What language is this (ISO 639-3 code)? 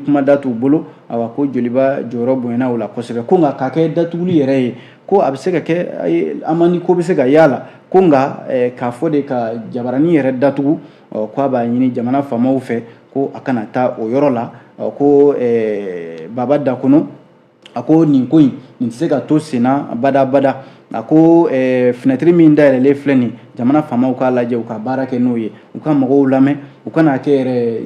bam